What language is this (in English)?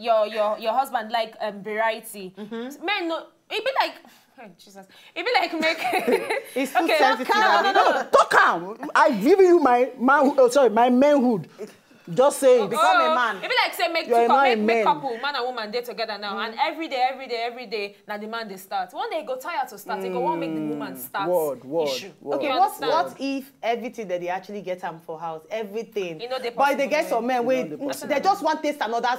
Nigerian Pidgin